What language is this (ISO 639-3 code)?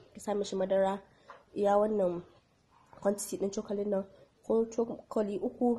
hau